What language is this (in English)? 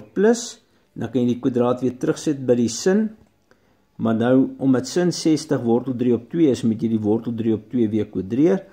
Afrikaans